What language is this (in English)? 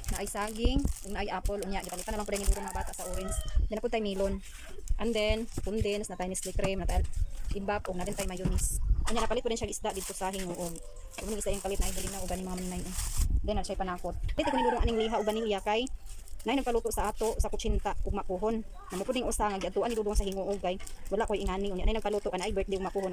Cebuano